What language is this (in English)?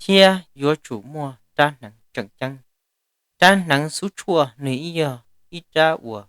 Hmong